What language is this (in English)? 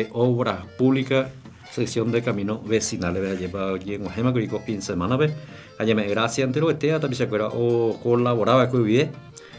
Guarani